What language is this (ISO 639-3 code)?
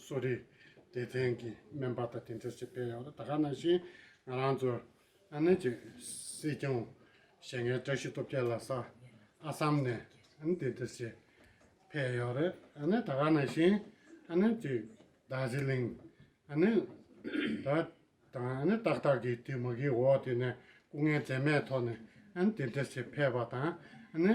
bod